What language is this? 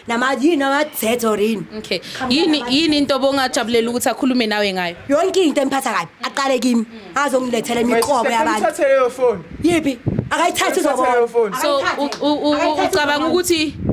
Zulu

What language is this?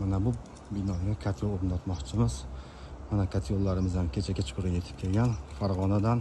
Uzbek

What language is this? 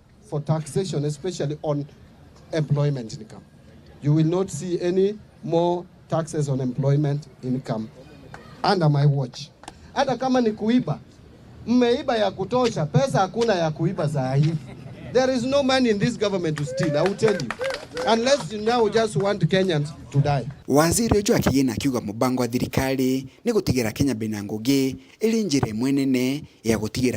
Meru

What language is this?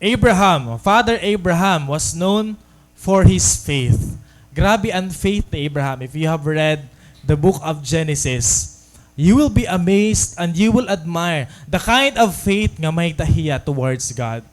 Waray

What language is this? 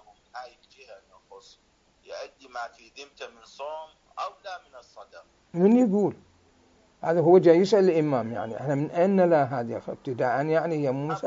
Mesopotamian Arabic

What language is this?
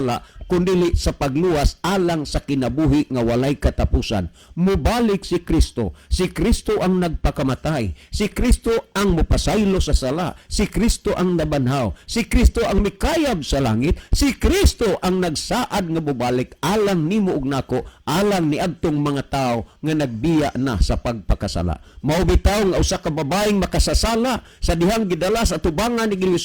Cebuano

